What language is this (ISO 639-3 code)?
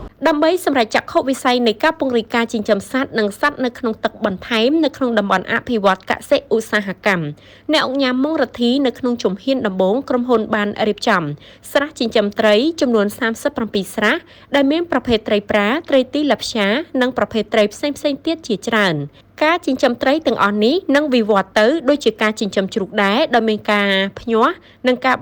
khm